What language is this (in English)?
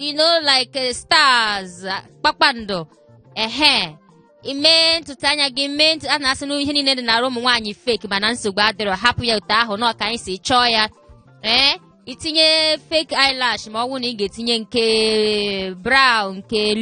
Igbo